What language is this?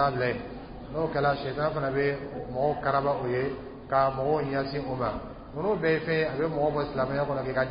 Dyula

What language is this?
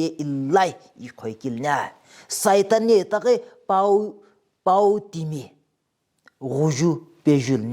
Sumi Naga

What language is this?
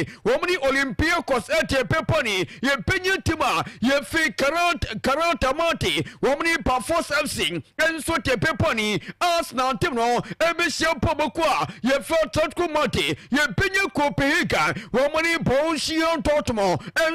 Akan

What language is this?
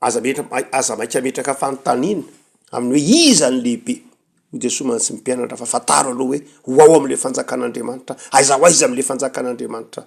Malagasy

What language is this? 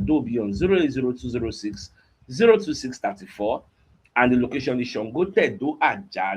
Nigerian Pidgin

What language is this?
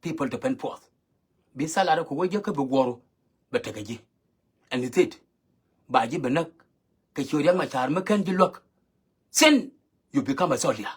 Nuer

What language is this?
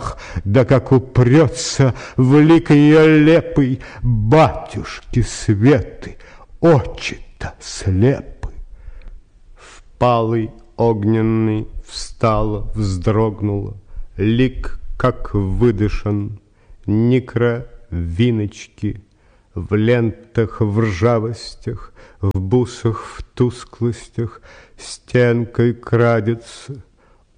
Russian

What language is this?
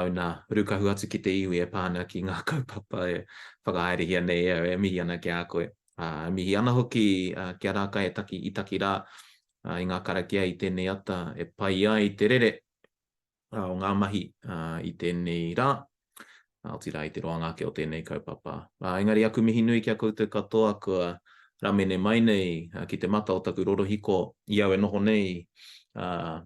Māori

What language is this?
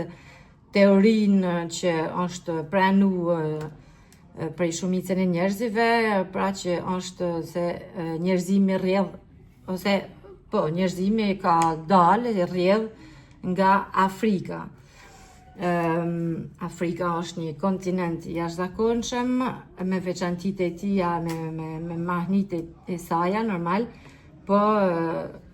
Albanian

